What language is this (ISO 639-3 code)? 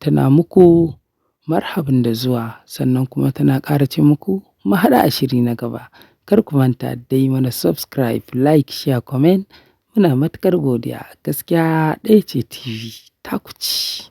hau